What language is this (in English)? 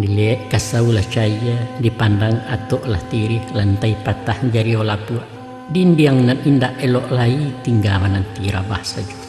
Minangkabau